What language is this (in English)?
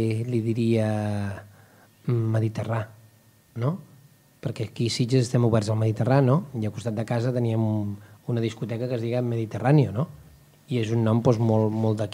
Catalan